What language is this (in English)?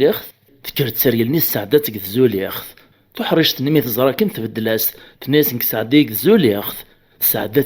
Kabyle